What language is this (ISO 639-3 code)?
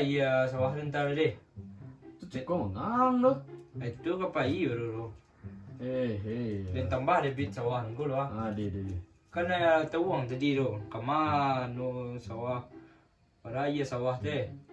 min